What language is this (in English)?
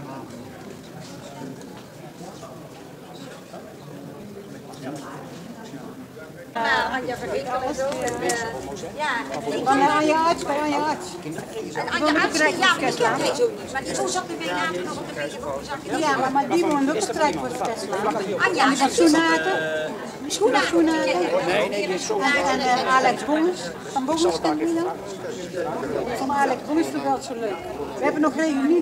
Dutch